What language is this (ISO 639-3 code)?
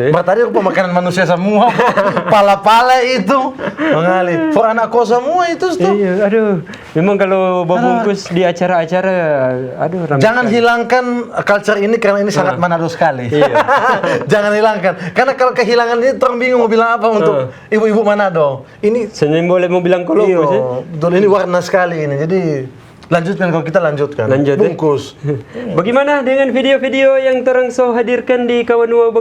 xmm